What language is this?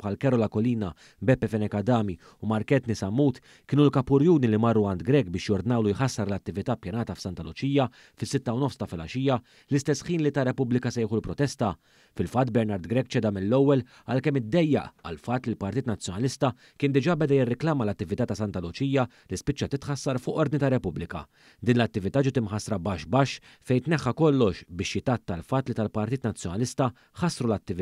Maltese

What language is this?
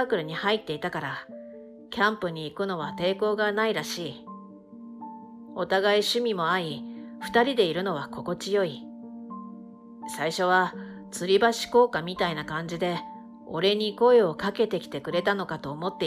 Japanese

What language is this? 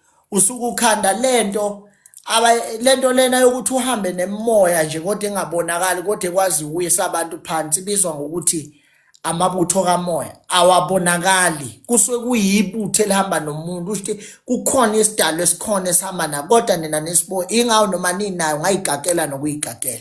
Zulu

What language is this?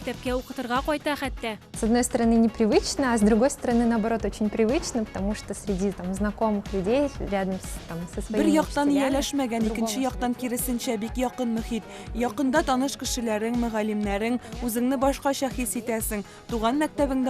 Tatar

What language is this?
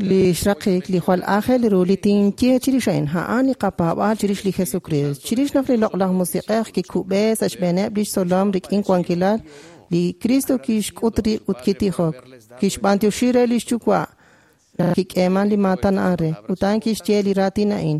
Kekchí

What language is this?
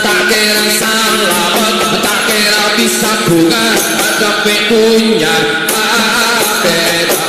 Madurese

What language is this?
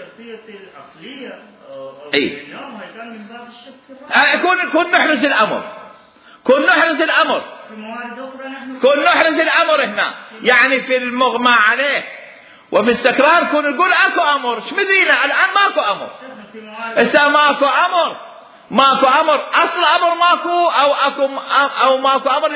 Mesopotamian Arabic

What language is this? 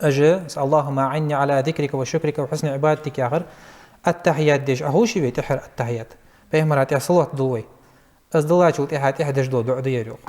Ingush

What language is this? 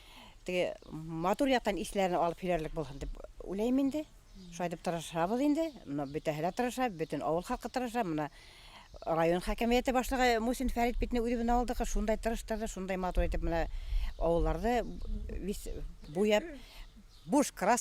Bashkir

